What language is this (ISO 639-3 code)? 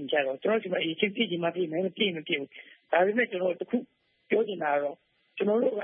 mya